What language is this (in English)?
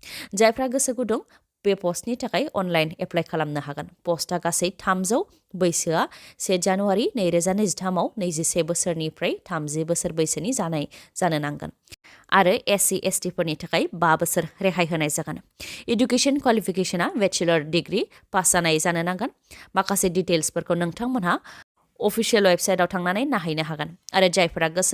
Bodo